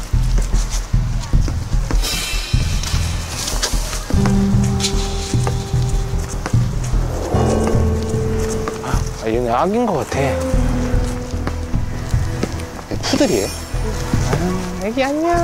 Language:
Korean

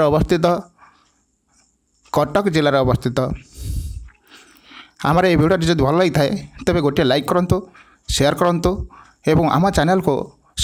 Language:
Odia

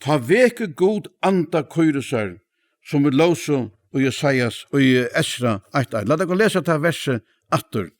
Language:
Faroese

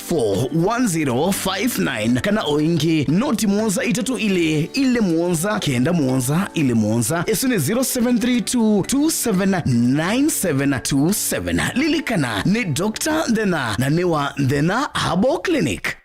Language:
Kamba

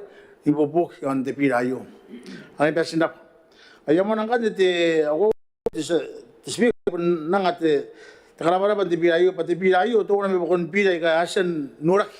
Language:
Gilbertese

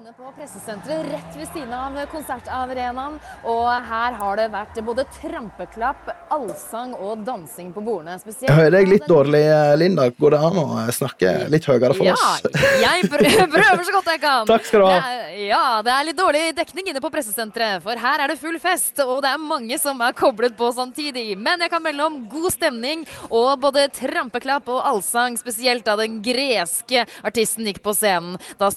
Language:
Norwegian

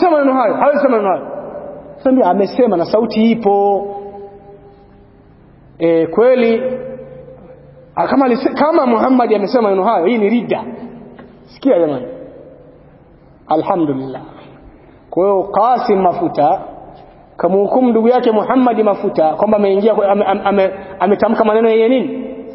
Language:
Swahili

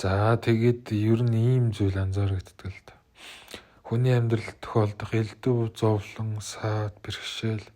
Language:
Mongolian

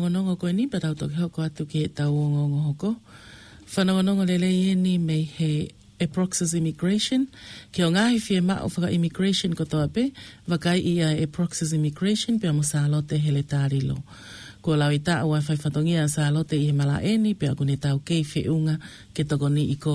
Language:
Tongan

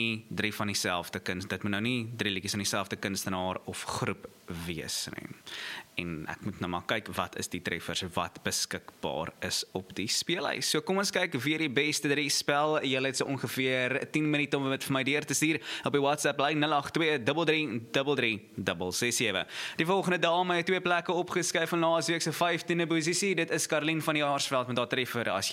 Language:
Afrikaans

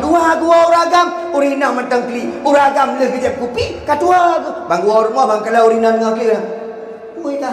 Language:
Achinese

